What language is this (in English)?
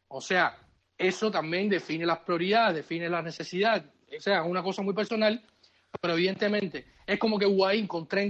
Spanish